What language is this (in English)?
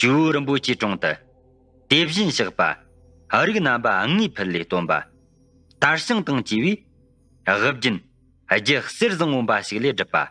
Tibetan